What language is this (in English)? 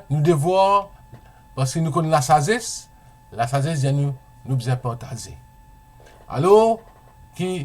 Morisyen